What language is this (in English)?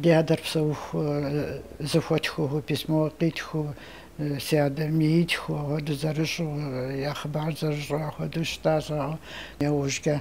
Kabardian